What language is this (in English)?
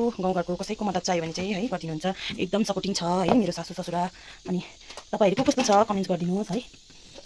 Nepali